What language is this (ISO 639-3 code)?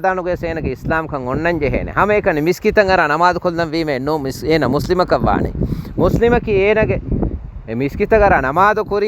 div